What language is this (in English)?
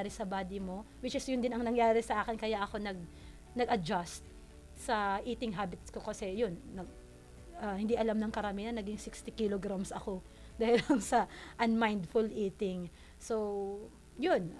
Filipino